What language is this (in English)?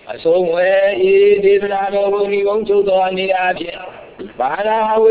Burmese